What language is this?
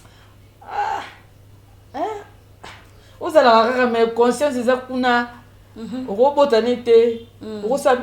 Lingala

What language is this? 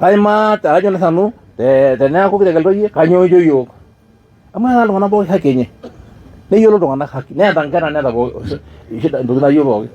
Masai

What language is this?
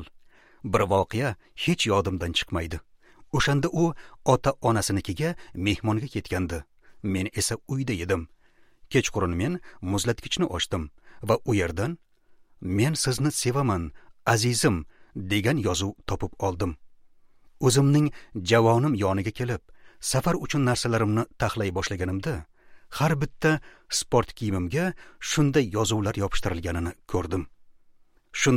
Uzbek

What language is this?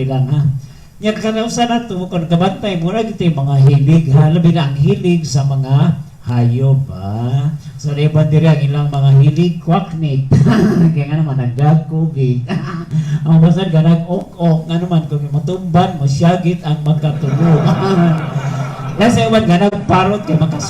Cebuano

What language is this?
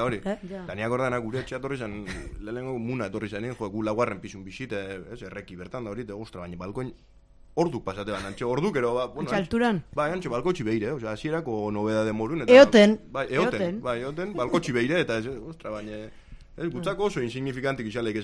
Basque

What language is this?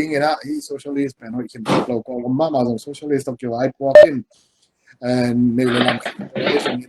Tedim Chin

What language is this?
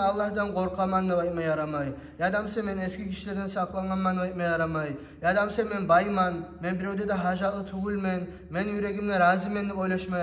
Kumyk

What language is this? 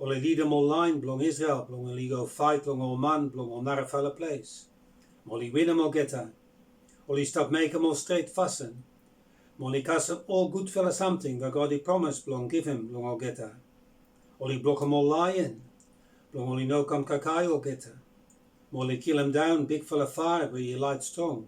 Bislama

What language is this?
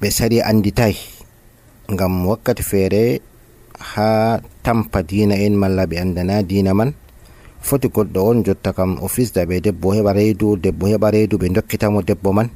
Nigerian Fulfulde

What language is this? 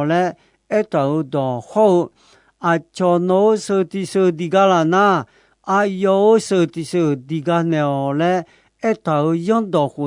Akha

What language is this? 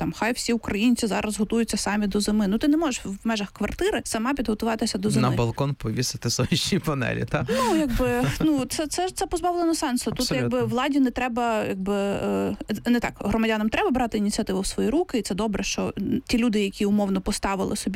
Ukrainian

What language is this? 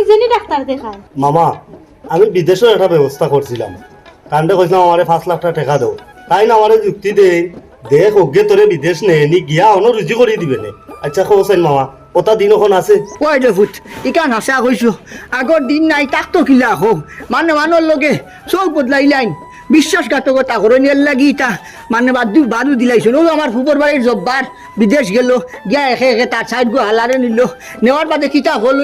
Sylheti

